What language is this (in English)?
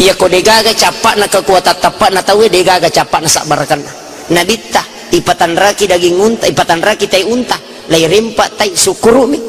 Buginese